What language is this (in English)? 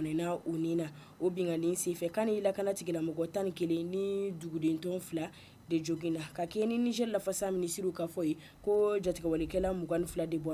Bambara